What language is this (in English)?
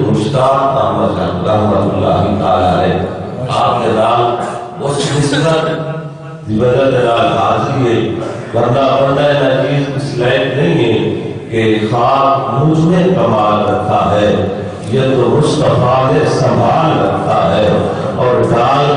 Saraiki